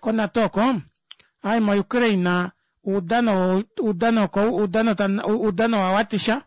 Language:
Kuanyama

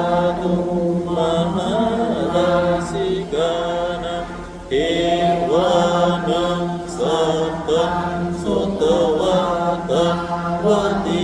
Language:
Pali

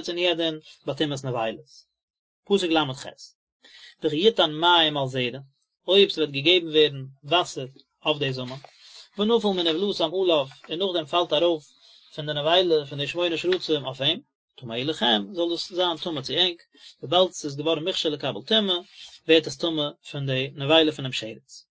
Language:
Yiddish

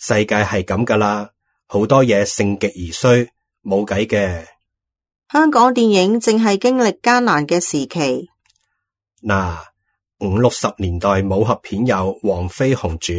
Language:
Cantonese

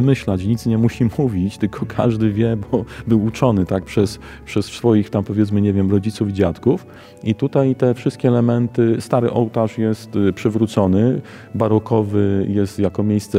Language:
Polish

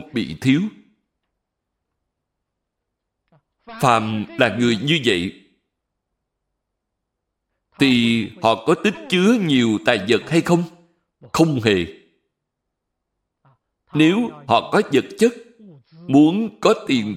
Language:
Vietnamese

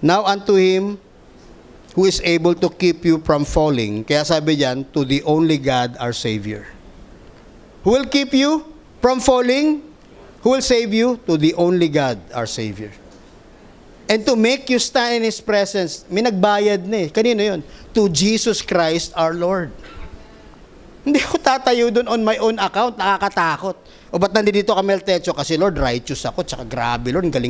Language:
Filipino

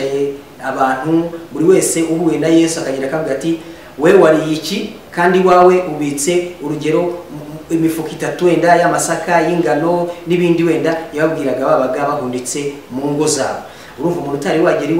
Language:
Kinyarwanda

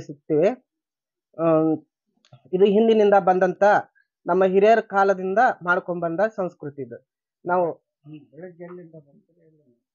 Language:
Kannada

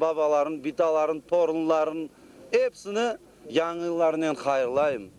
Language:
Crimean Tatar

